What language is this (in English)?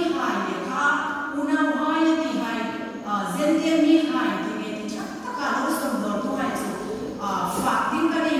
Hmar